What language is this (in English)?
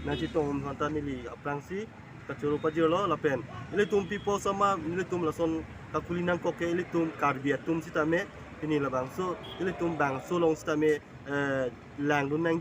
Karbi